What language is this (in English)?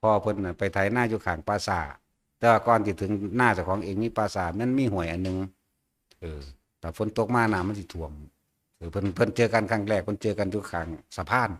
Northeastern Thai